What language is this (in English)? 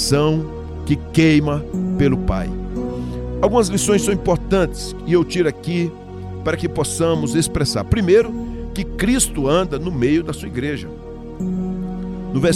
Portuguese